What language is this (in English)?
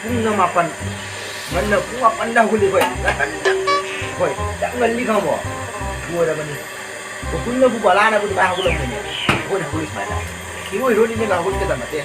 Manipuri